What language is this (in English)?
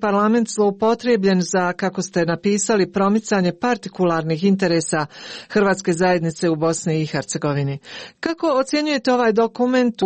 Croatian